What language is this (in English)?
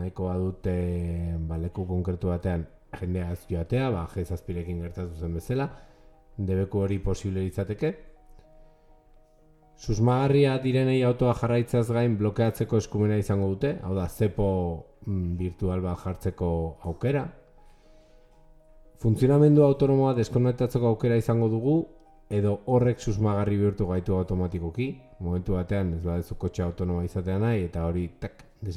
Basque